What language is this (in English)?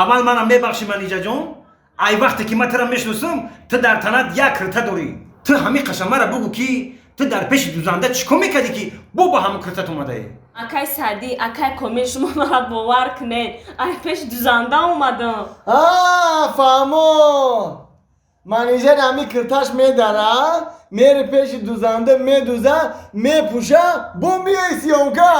Tajik